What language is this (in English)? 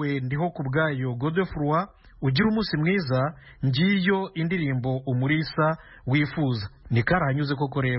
Kinyarwanda